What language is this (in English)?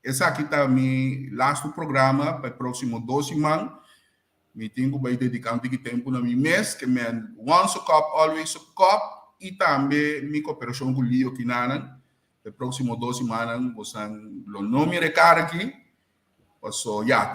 Papiamento